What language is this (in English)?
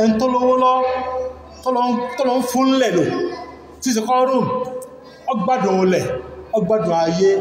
Yoruba